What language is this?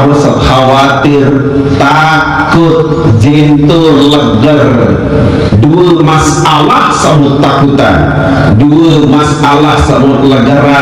Sasak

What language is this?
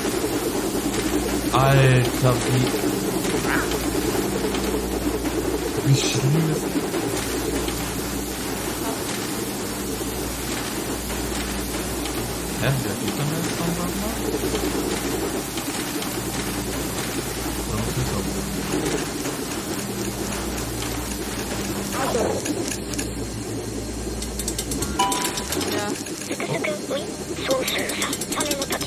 German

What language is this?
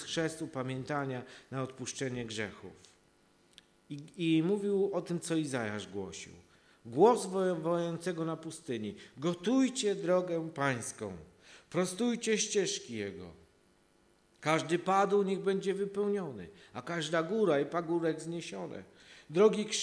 Polish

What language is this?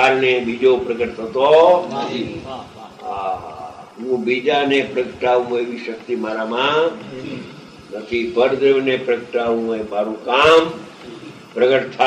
Gujarati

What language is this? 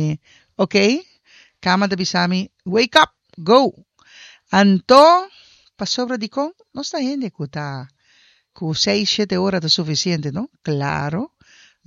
Papiamento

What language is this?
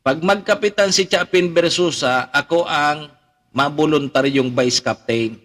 Bikol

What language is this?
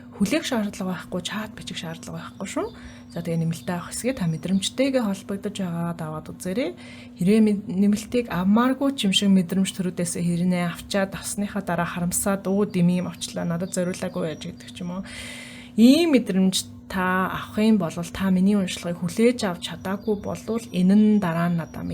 Mongolian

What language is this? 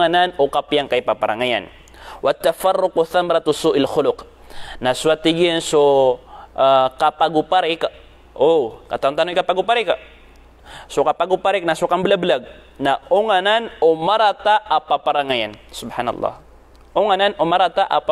Maranao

